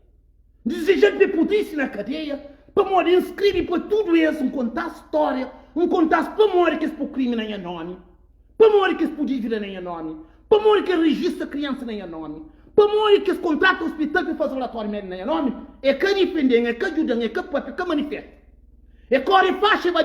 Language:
Kabuverdianu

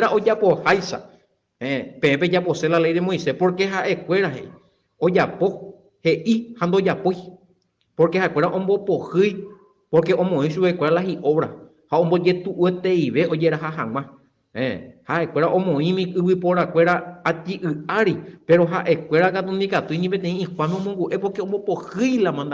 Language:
Guarani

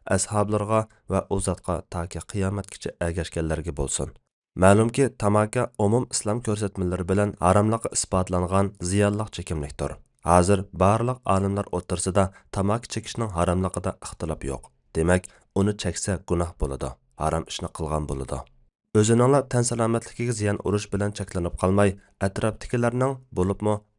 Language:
Uyghur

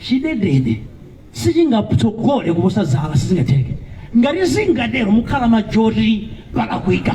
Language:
Nyanja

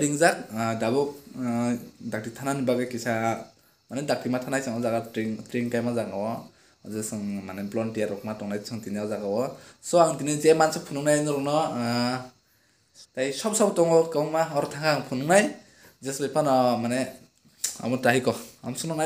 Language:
Kok Borok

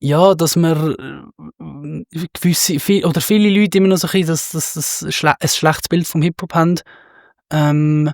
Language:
Swiss German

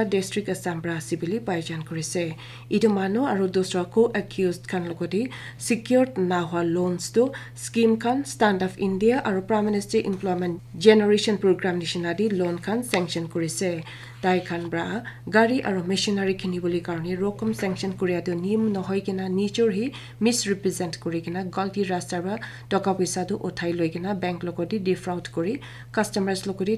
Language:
Naga Pidgin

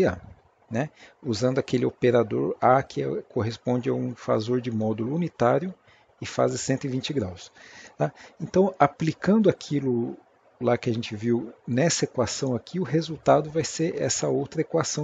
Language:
Portuguese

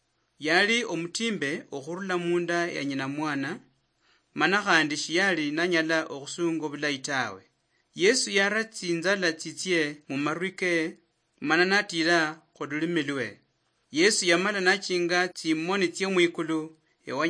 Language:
Luyia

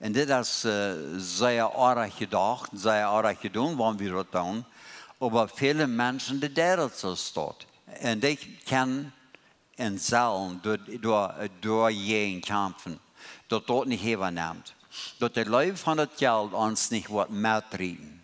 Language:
Plautdietsch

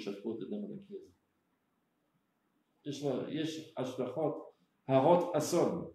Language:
Hebrew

